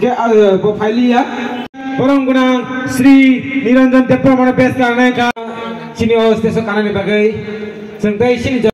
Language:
Kok Borok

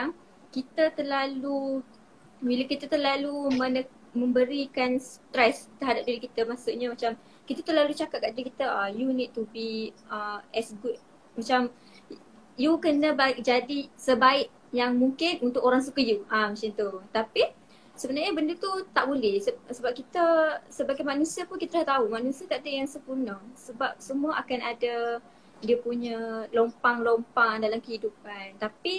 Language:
Malay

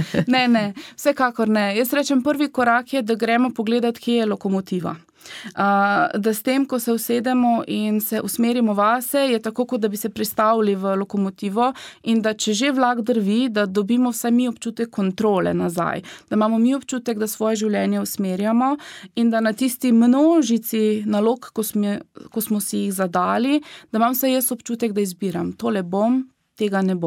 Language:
Slovenian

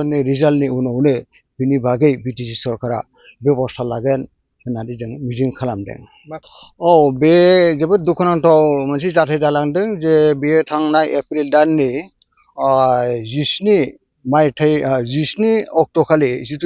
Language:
Bodo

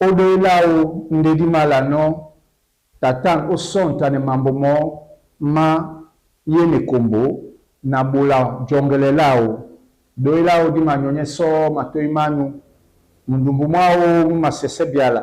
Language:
Duala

